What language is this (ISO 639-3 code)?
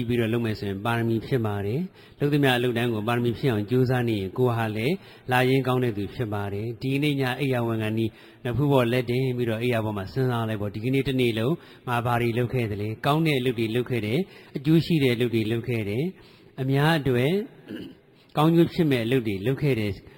mya